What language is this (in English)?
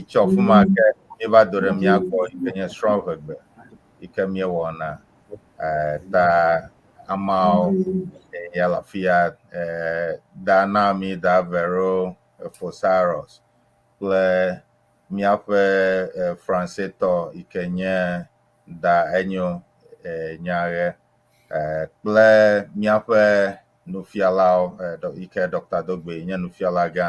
Ewe